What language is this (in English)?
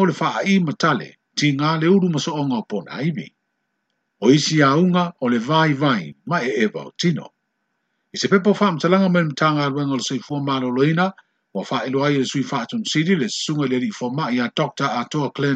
Samoan